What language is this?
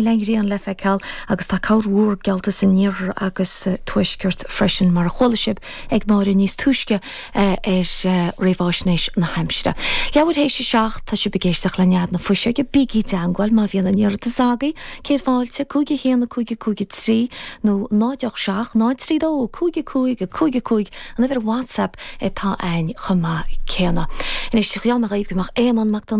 Irish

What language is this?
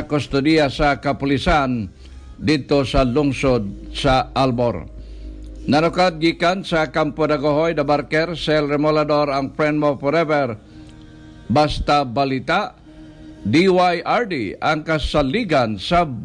Cebuano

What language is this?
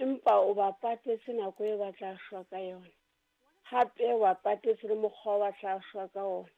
Southern Sotho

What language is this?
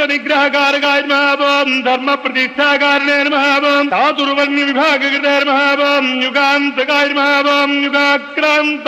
Telugu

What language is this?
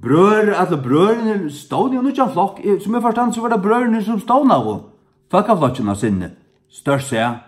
Faroese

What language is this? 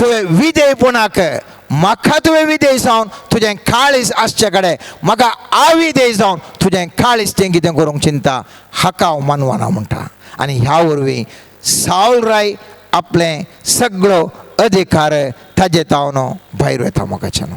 Konkani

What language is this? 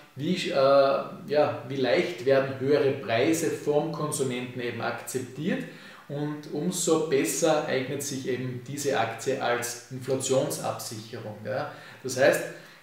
German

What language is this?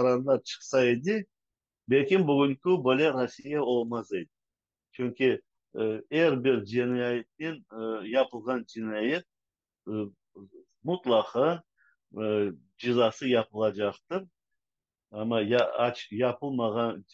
Crimean Tatar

